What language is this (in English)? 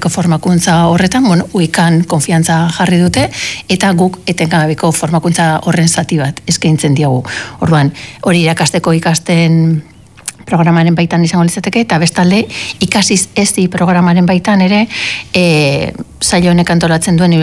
Basque